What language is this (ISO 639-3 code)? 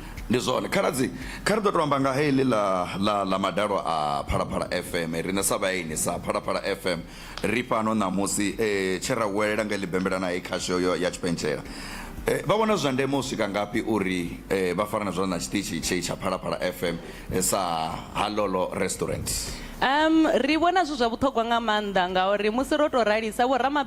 ven